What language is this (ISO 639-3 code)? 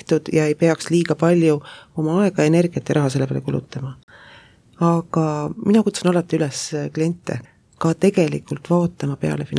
est